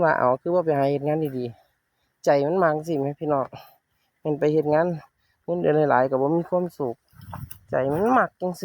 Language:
Northeastern Thai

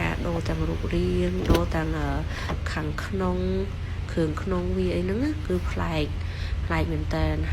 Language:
Khmer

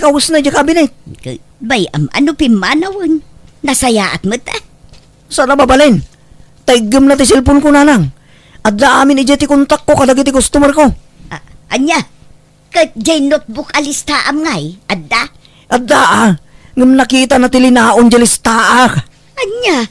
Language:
Iloko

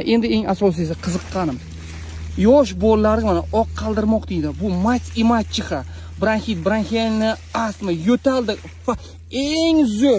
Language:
Uzbek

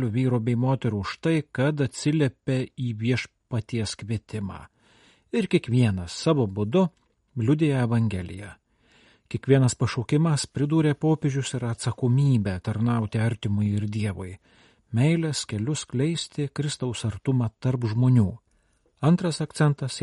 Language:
Lithuanian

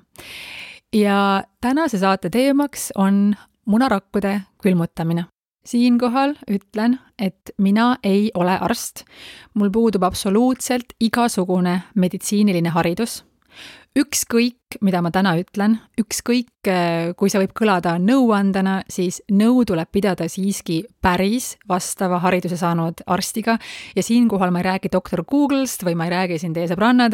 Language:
Estonian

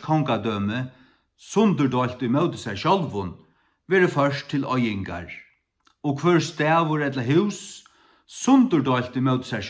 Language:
Faroese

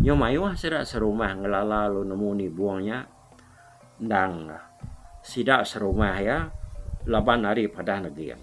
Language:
Iban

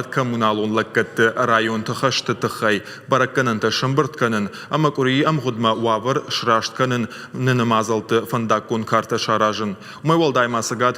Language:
Ossetic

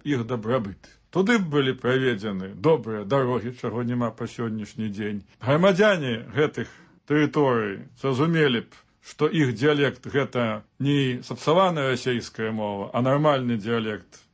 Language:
Belarusian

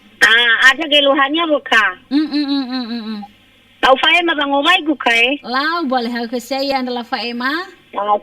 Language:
Nias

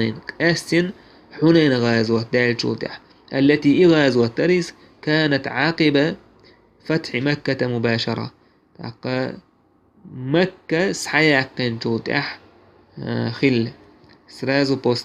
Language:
Chechen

